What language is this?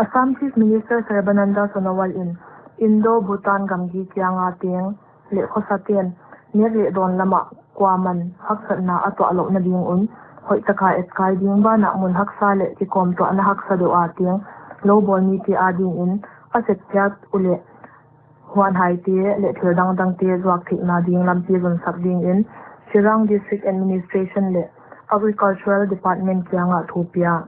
Paite Chin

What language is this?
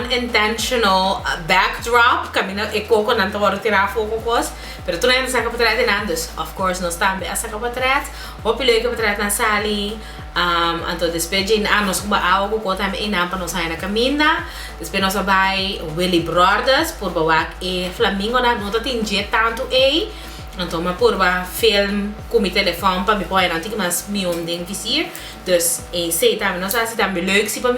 Papiamento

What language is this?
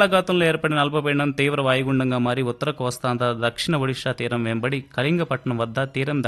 Telugu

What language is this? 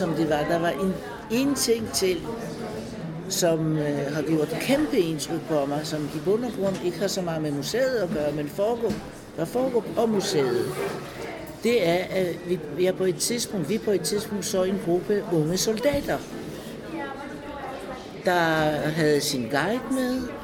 Danish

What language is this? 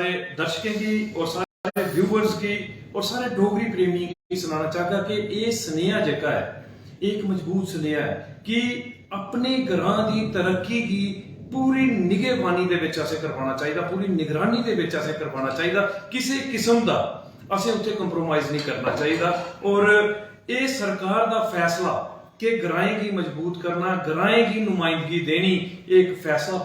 Dogri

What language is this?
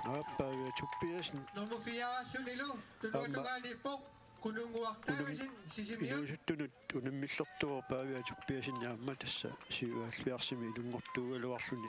Kalaallisut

